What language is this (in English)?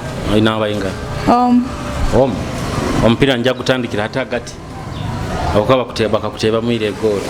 Nyoro